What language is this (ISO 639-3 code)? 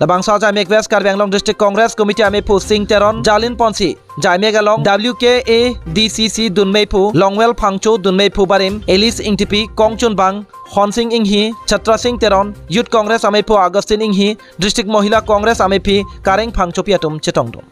mjw